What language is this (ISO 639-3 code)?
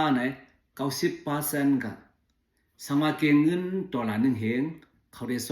shn